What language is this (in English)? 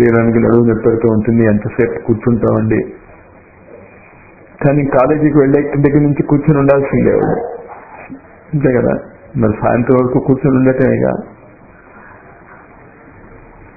Telugu